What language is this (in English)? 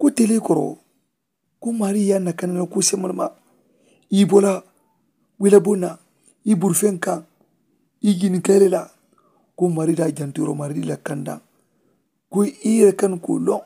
Mandingo